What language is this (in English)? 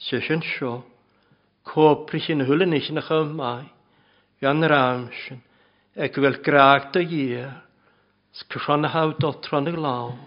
Welsh